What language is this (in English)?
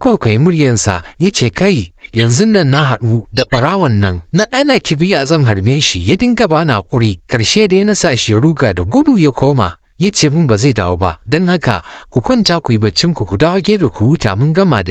Hausa